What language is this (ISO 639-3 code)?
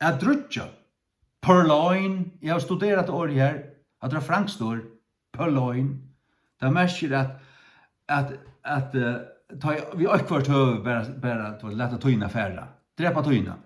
fao